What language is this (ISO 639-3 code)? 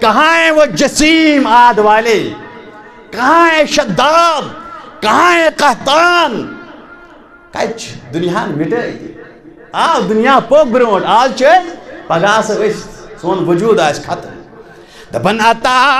kas